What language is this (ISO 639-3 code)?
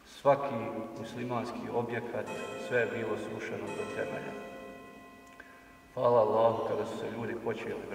bos